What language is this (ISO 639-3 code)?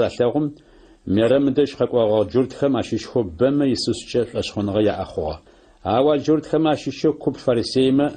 ady